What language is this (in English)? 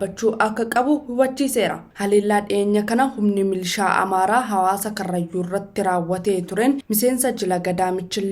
Oromo